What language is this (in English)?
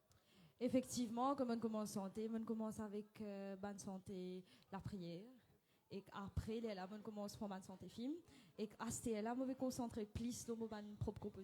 Morisyen